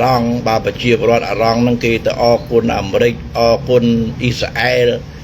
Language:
Khmer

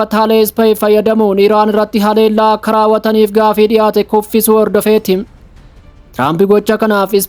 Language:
Oromo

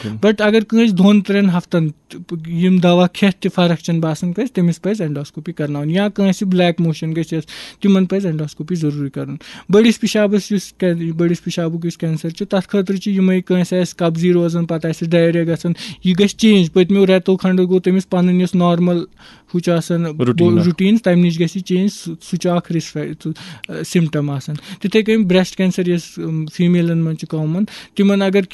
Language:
Kashmiri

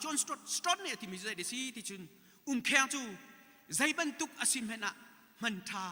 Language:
Hakha Chin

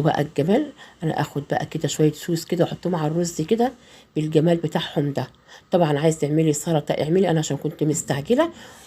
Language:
Egyptian Arabic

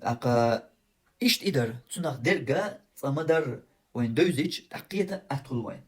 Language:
Chechen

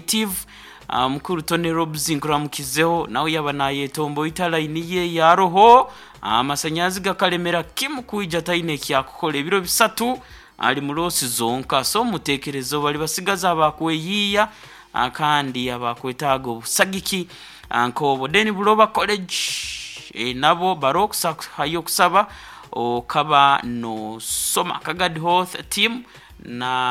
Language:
Nyoro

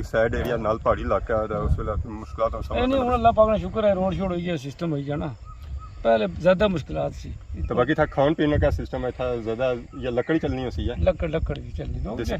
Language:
Pahari-Potwari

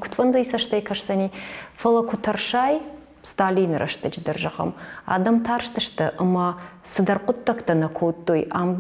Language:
Ossetic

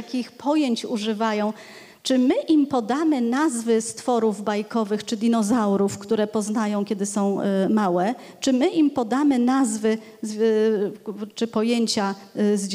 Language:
Polish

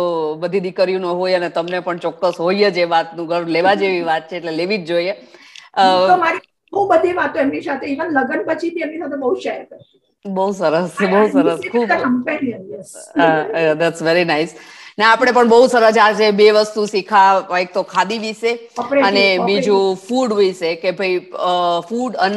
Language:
Gujarati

